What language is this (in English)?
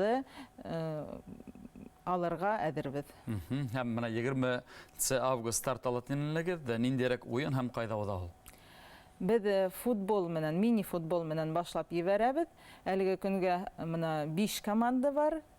Bashkir